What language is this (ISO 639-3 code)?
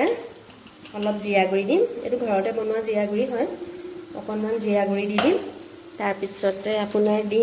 asm